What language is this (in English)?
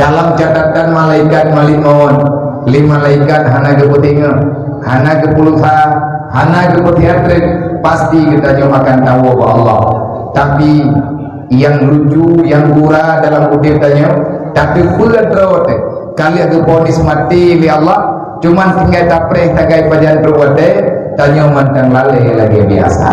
Achinese